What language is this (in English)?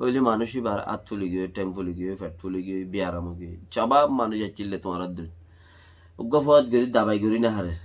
Rohingya